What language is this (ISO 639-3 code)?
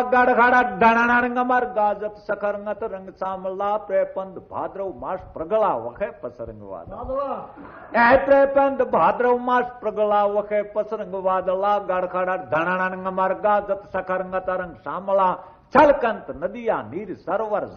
guj